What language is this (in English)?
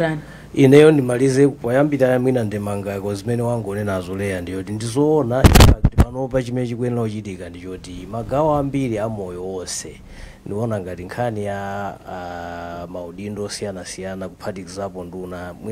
Nyanja